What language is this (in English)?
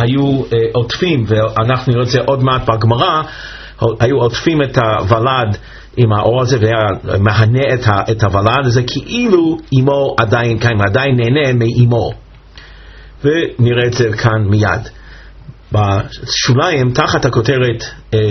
Hebrew